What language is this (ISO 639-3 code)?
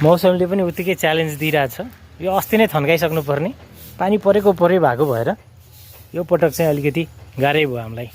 nep